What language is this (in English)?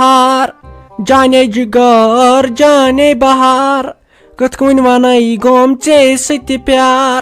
Kashmiri